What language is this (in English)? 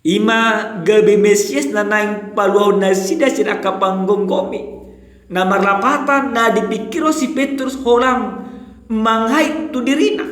Batak Toba